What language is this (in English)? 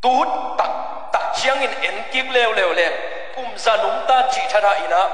Tedim Chin